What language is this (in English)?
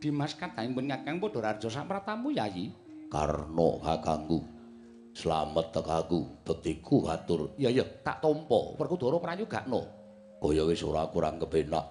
Javanese